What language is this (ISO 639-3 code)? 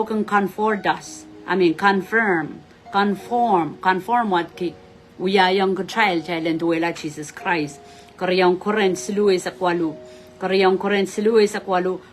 pon